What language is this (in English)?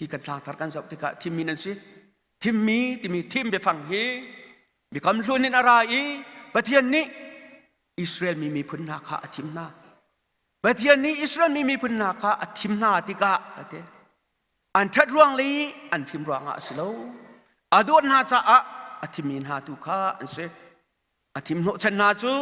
Hakha Chin